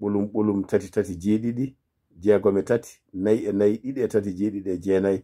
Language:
Fula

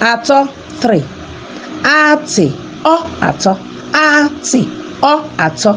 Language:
Igbo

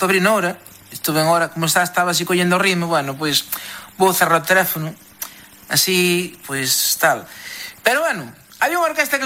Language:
Galician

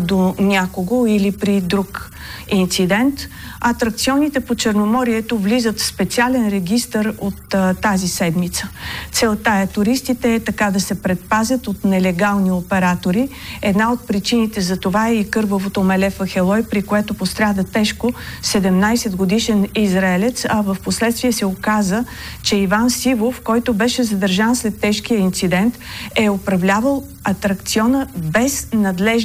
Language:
Bulgarian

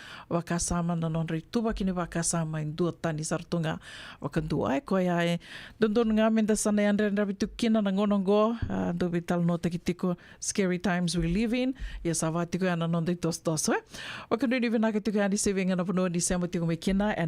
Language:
Fijian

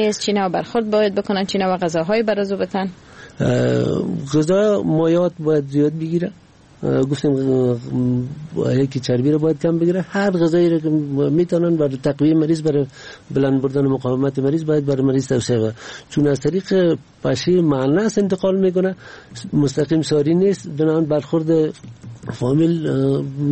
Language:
Persian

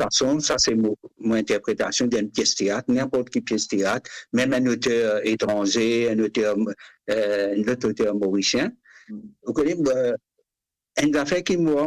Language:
Morisyen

